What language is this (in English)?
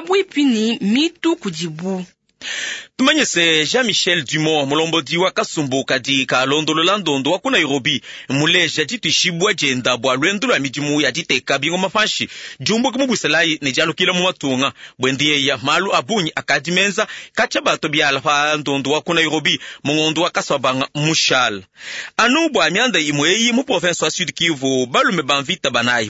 Luba-Lulua